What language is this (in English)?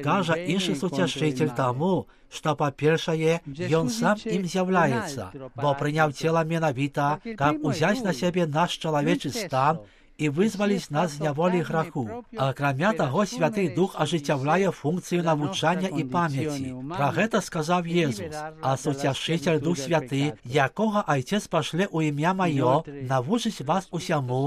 Belarusian